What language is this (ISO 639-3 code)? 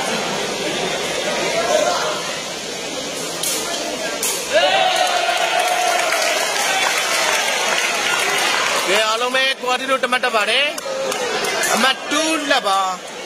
mya